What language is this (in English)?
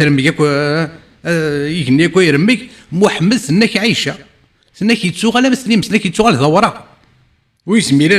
Kabyle